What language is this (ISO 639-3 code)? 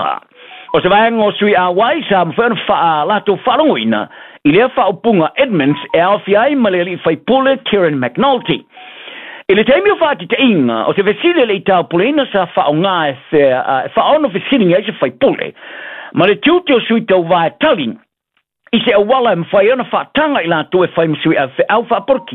smo